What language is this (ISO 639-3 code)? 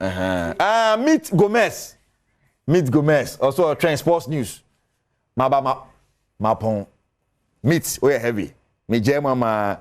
aka